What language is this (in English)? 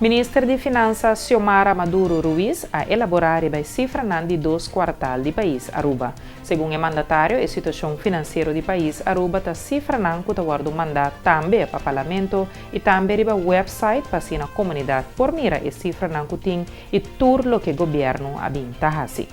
Papiamento